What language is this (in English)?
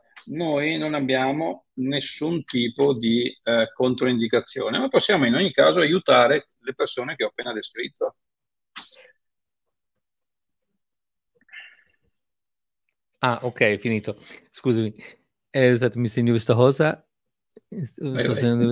Italian